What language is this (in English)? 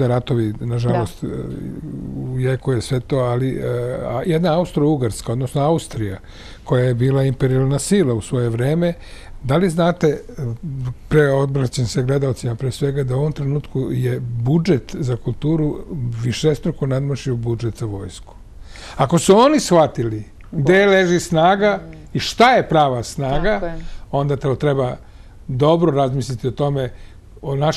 Serbian